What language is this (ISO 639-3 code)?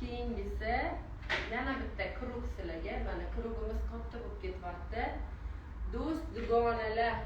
uzb